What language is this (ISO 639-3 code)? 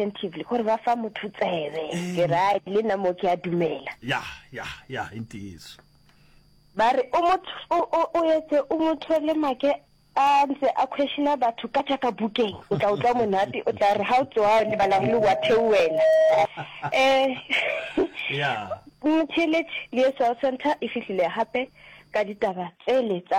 nso